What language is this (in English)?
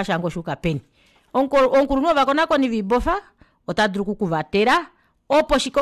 Kuanyama